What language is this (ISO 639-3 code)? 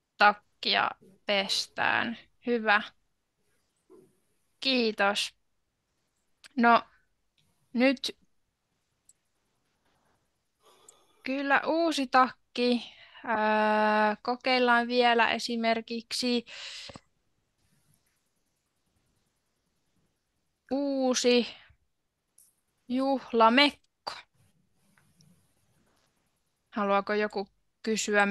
fin